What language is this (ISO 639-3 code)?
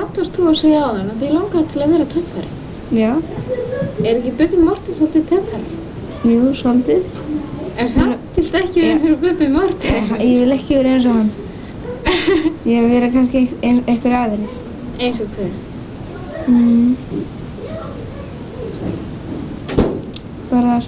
isl